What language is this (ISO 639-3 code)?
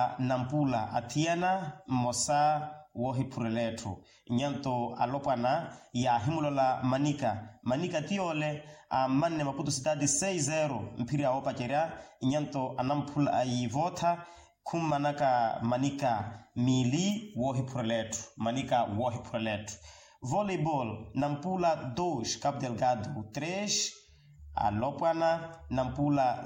vmw